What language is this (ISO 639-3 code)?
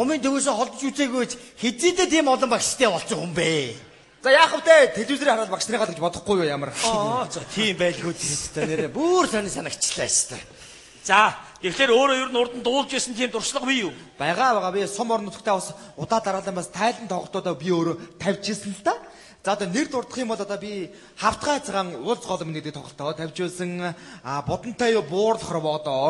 mon